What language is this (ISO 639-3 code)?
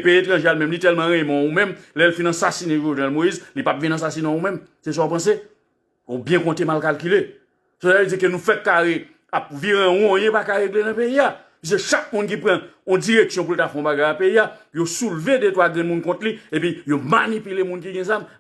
hat